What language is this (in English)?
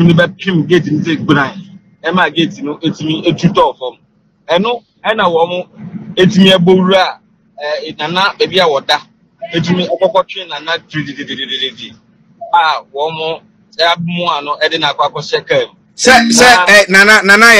Akan